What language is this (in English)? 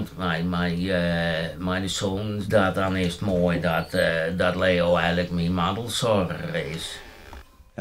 Western Frisian